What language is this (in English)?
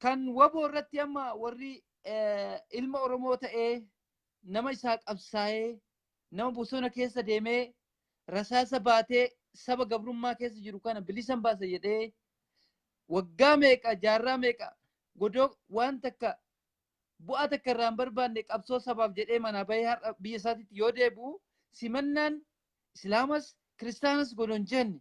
Oromo